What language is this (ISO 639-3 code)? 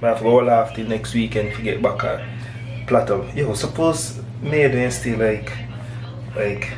jam